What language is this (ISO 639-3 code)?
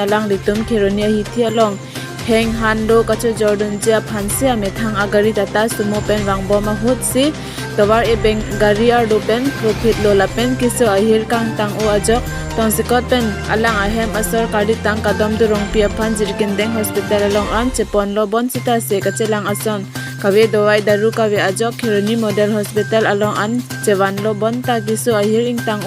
mjw